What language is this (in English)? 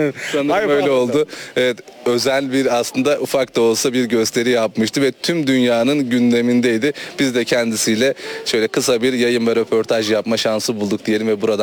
Turkish